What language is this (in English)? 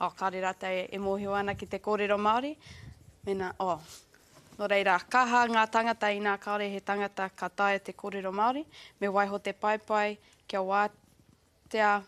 Māori